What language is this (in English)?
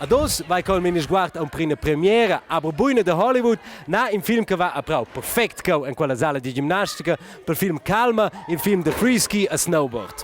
Romansh